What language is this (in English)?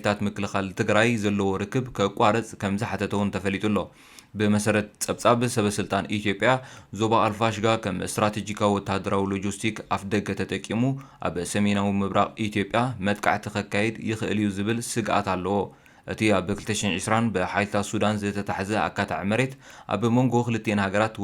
Tigrinya